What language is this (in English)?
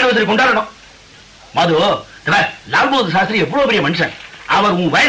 Tamil